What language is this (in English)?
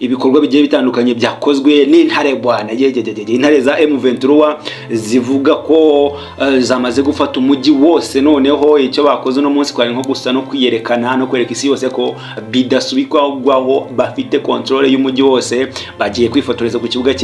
Kinyarwanda